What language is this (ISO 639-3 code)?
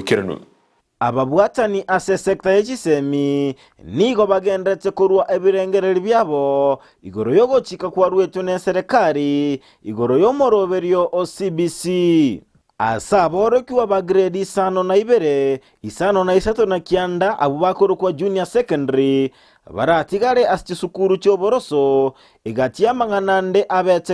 guz